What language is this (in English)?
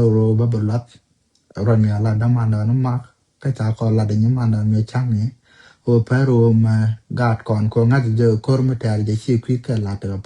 Nuer